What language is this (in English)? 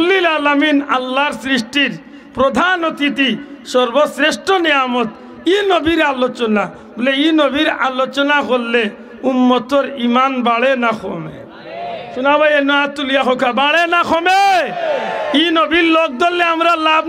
Sylheti